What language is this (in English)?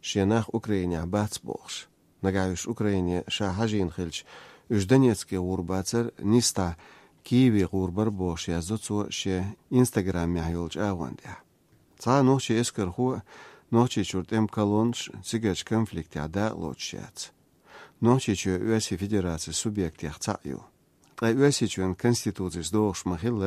Chechen